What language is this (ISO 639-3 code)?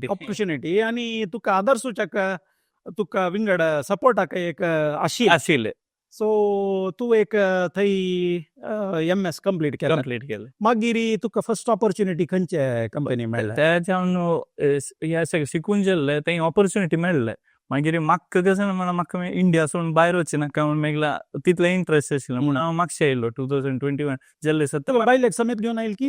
kok